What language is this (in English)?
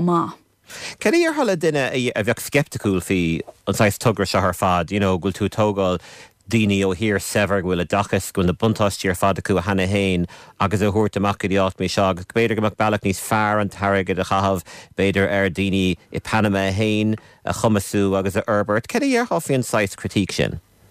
Irish